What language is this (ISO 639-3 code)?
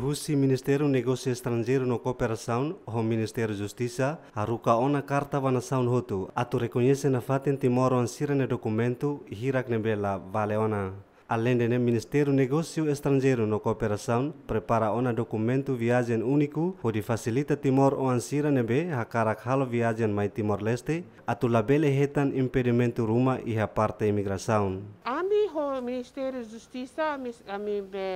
tet